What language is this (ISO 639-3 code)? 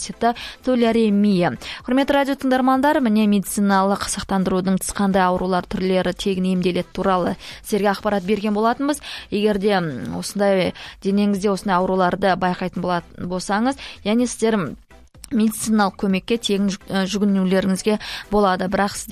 kaz